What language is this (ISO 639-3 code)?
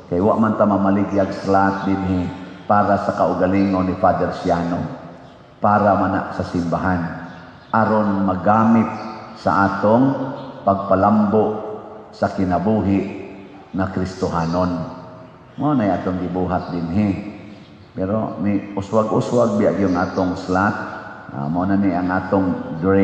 ceb